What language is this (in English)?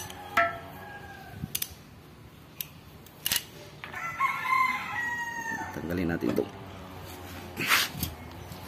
Filipino